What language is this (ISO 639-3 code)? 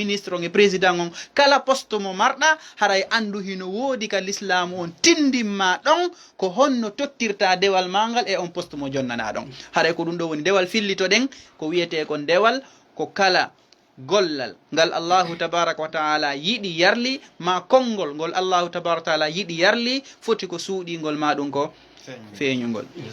ful